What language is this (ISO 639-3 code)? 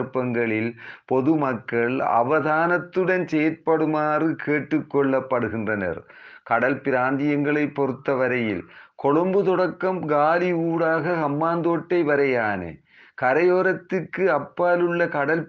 tam